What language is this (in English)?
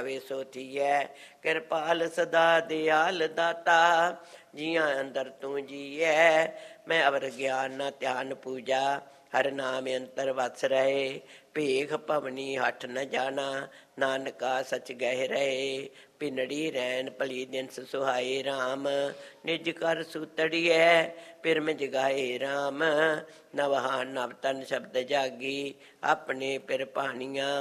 Punjabi